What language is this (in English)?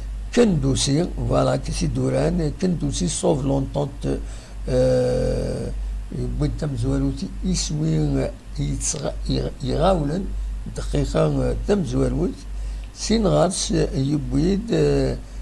Kabyle